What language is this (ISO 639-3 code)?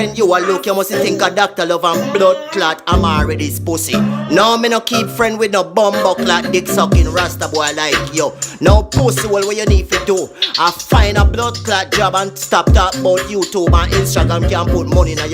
jam